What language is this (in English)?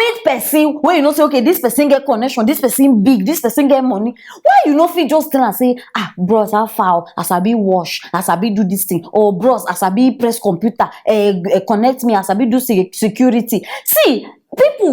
Nigerian Pidgin